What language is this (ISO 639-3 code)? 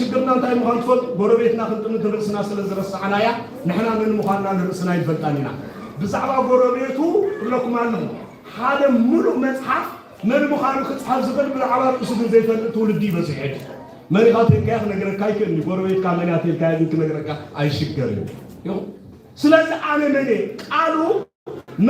tir